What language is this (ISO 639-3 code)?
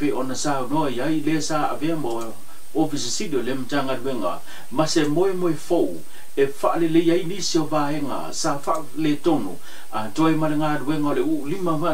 smo